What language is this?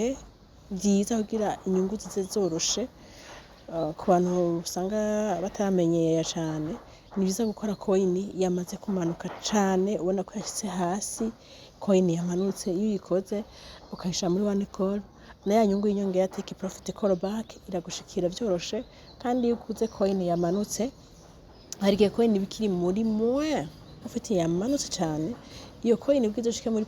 Rundi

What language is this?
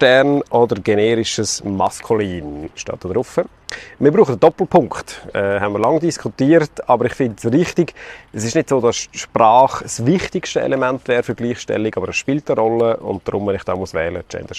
Swiss German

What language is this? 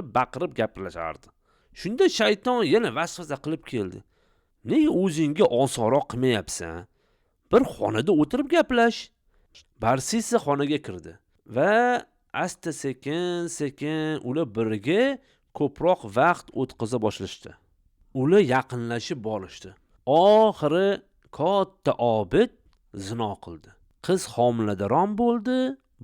Uzbek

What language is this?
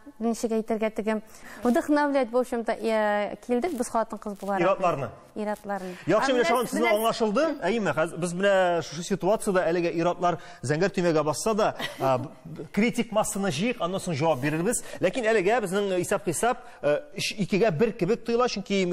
Tatar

